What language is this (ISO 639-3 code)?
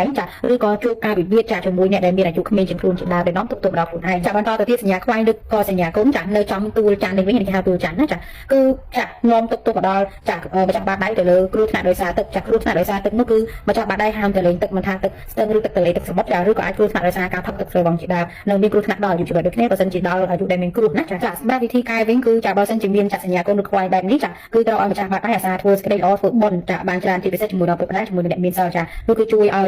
khm